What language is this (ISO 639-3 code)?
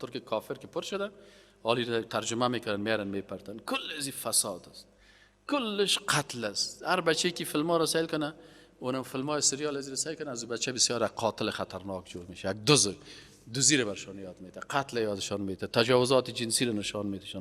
fas